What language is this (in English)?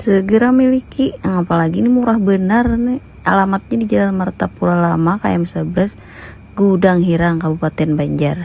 Banjar